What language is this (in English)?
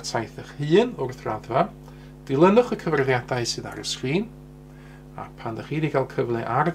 Welsh